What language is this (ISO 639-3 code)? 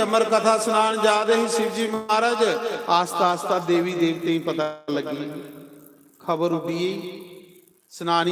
doi